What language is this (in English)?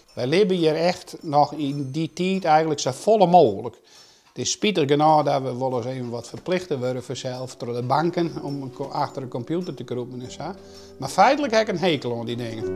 Western Frisian